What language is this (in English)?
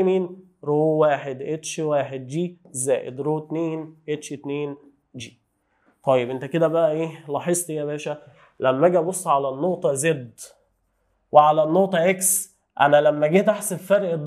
Egyptian Arabic